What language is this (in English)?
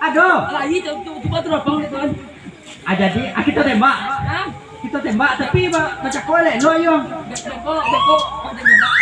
Minangkabau